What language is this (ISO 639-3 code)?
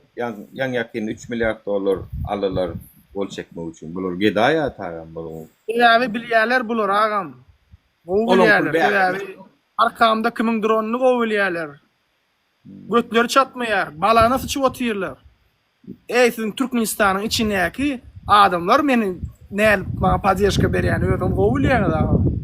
tuk